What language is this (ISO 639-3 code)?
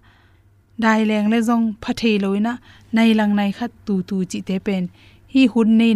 ctd